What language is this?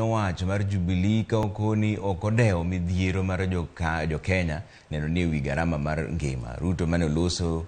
Luo (Kenya and Tanzania)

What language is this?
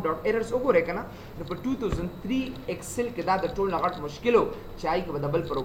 Pashto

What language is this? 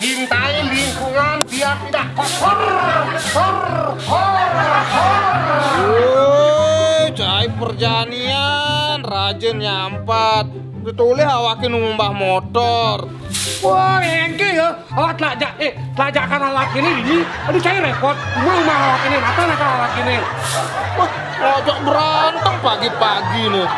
Balinese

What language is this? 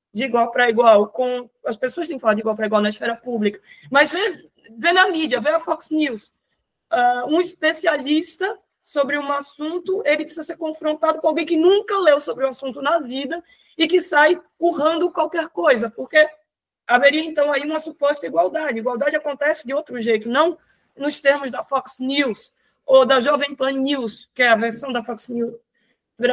Portuguese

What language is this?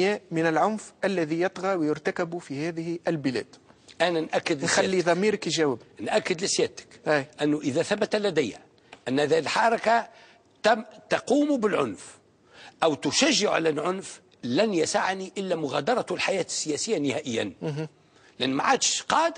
Tunisian Arabic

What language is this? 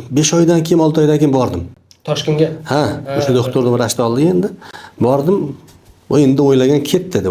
Uzbek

